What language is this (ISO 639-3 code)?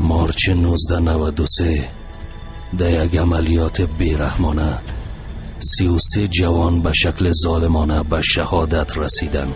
fas